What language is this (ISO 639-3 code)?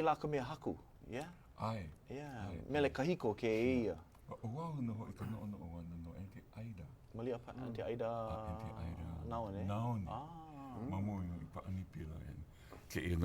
haw